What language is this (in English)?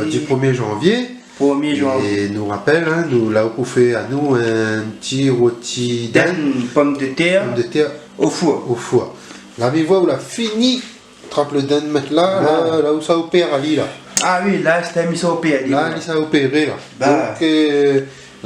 Réunion Creole French